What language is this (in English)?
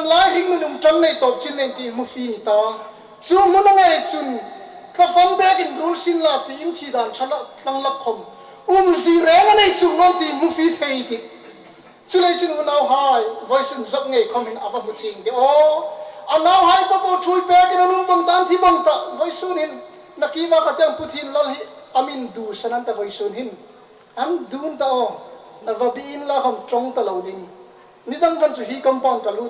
Hmar